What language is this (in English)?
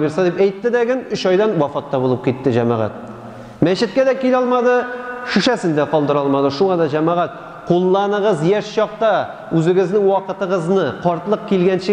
Tatar